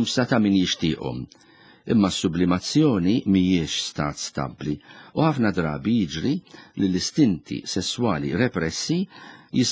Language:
Maltese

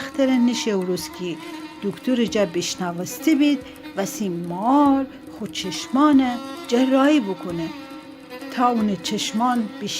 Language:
Gilaki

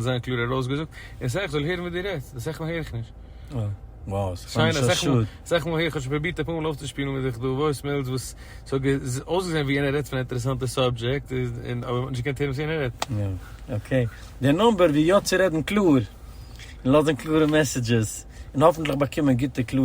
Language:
Yiddish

